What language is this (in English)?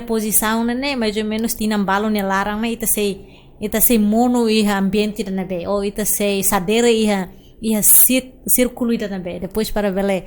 Tetum